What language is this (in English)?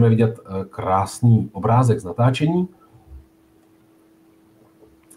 Czech